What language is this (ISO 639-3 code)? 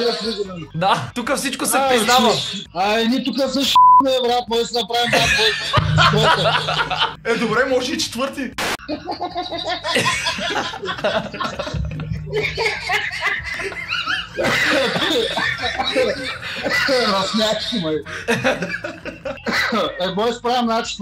bul